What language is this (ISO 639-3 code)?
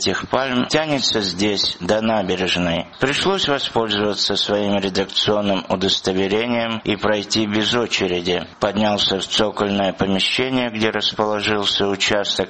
rus